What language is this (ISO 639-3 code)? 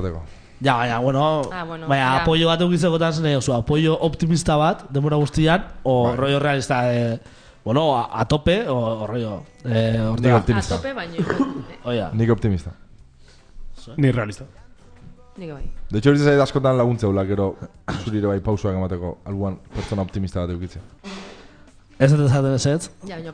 eus